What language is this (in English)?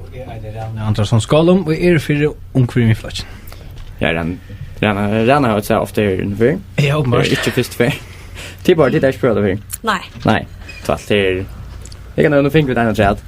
Faroese